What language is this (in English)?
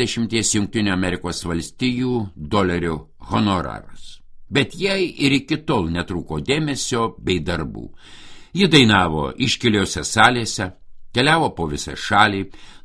Lithuanian